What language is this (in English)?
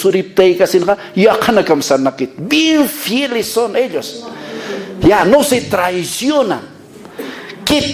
Aymara